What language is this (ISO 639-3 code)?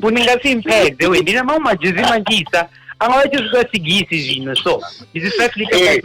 ven